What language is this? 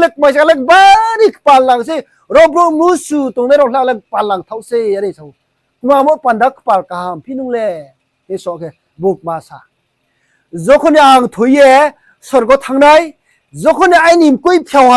Riang (India)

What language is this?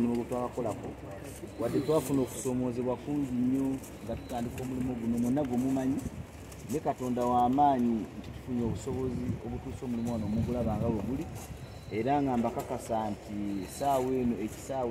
Ganda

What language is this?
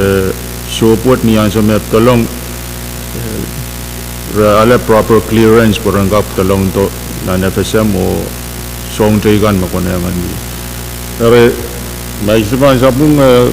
Pohnpeian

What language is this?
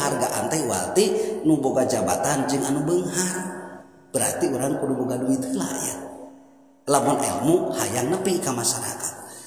Sundanese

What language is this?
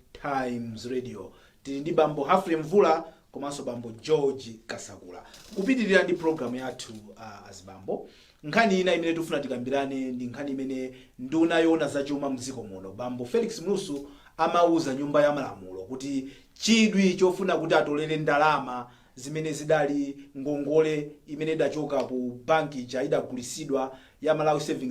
Nyanja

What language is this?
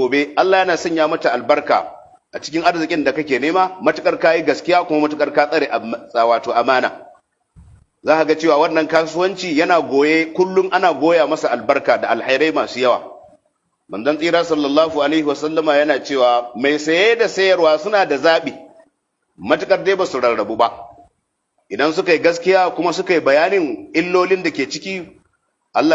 Hausa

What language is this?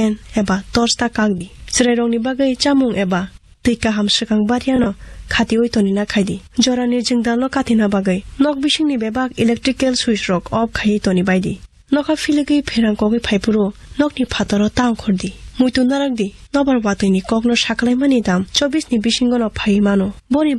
Kok Borok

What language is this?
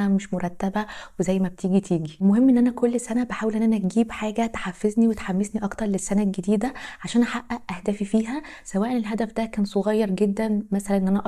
Egyptian Arabic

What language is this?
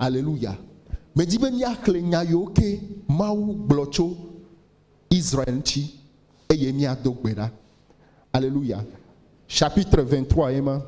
Ewe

